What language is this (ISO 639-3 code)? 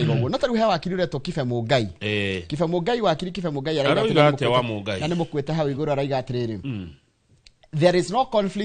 kik